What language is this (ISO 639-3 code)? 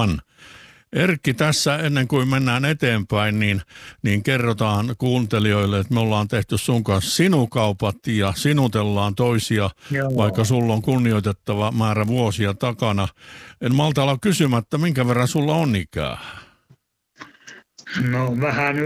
fin